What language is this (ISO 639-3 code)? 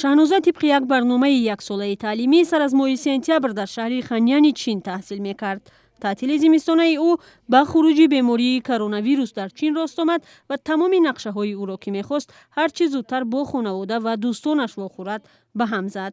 tgk